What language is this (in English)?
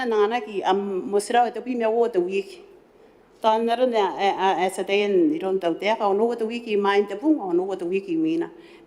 Gilbertese